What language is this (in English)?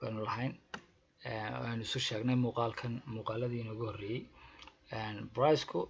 Somali